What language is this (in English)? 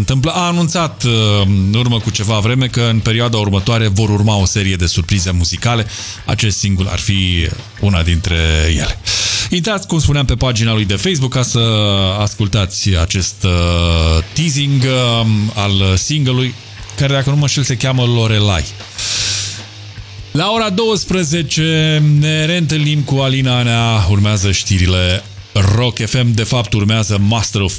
Romanian